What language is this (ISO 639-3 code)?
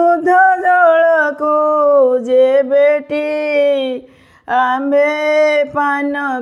ori